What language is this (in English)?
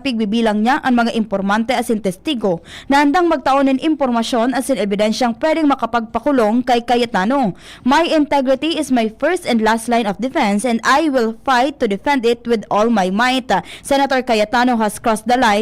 Bikol